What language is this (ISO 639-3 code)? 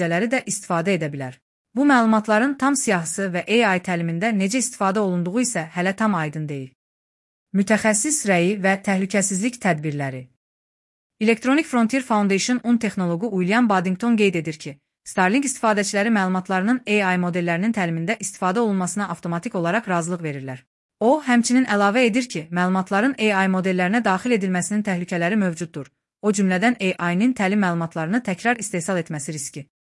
aze